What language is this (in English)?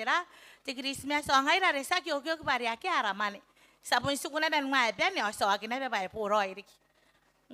Gilbertese